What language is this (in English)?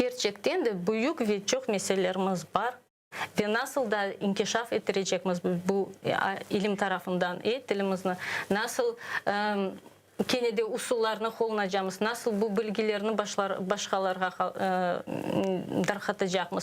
Crimean Tatar